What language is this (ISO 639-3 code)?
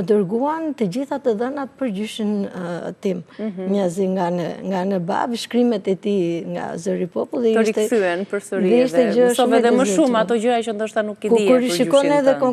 sqi